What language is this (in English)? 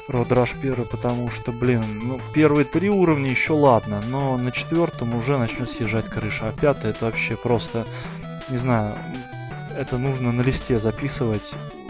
Russian